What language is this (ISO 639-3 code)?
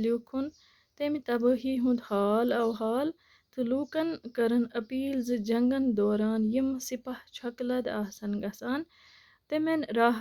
kas